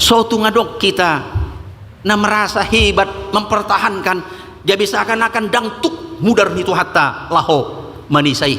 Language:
Batak Toba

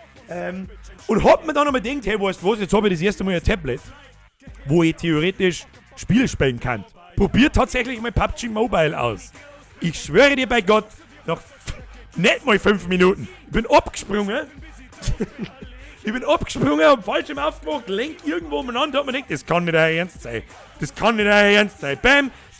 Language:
Bavarian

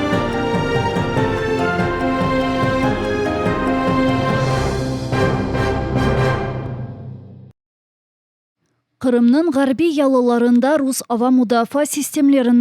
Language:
Crimean Tatar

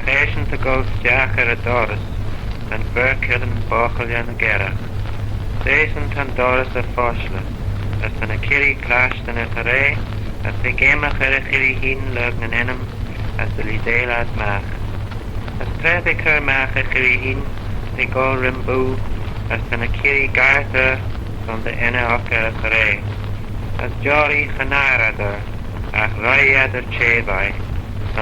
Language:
Manx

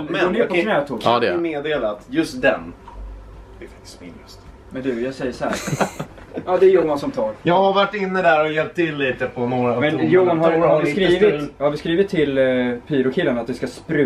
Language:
Swedish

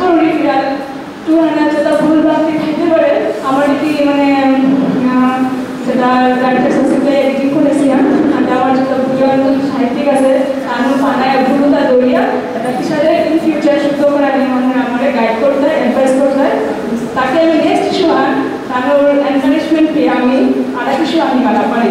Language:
Bangla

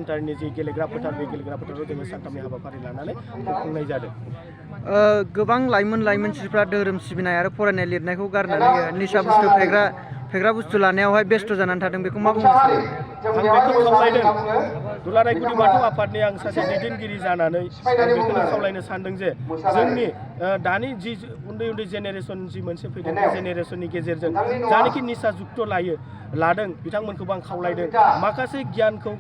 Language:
Bodo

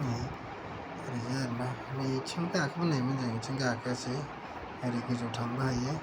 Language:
Bodo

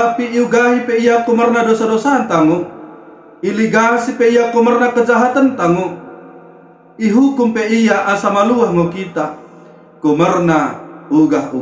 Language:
Batak Dairi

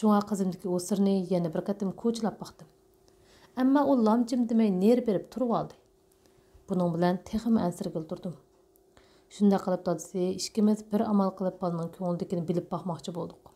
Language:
Uyghur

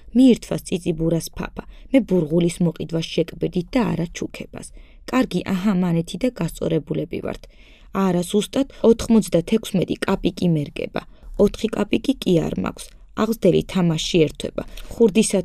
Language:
Georgian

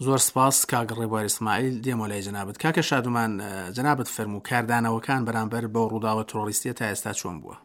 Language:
Central Kurdish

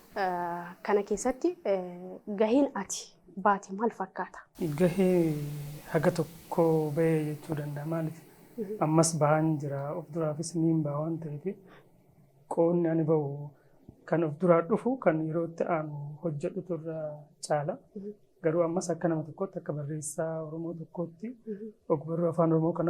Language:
Oromo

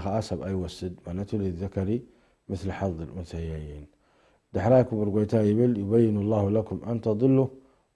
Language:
Tigrinya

